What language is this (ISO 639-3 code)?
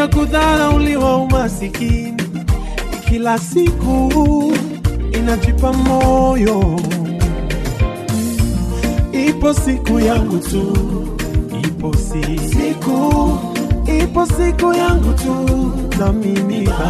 swa